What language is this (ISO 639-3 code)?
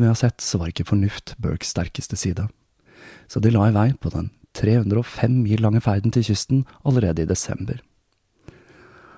nor